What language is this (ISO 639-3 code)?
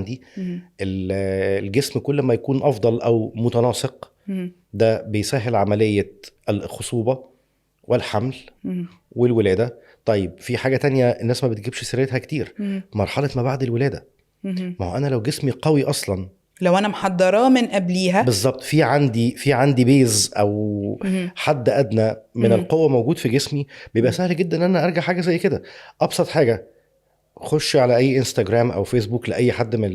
arz